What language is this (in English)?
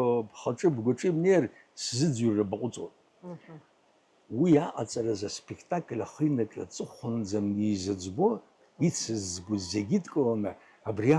Abkhazian